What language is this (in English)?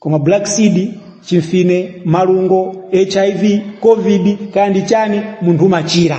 Nyanja